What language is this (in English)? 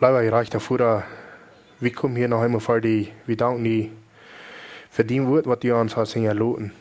Plautdietsch